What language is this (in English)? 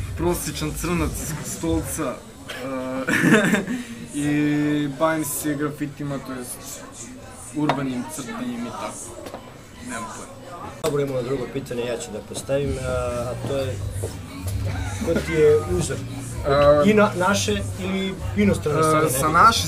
Serbian